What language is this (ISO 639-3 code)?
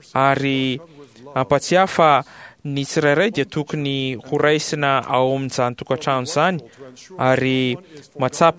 mlg